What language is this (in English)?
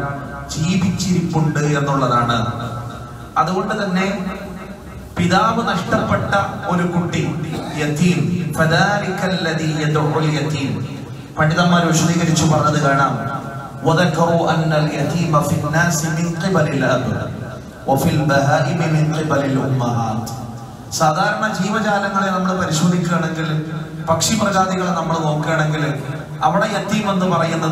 Malayalam